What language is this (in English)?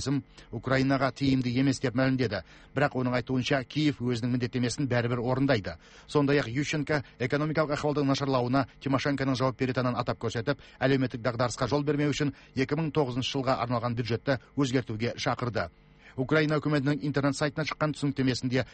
Kazakh